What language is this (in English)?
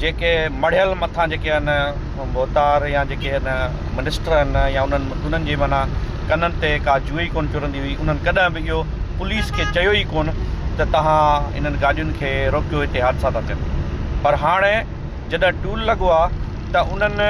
Sindhi